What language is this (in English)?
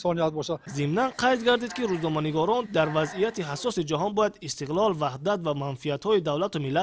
Tajik